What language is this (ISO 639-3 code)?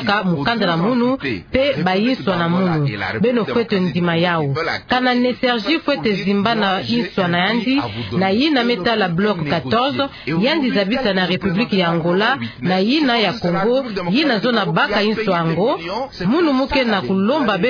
ktu